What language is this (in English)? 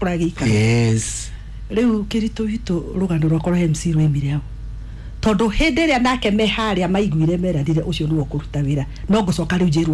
Kikuyu